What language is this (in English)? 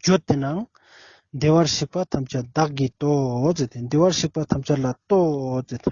Ladakhi